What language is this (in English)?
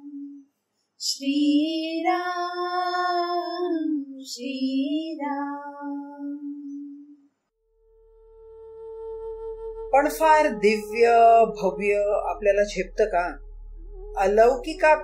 Marathi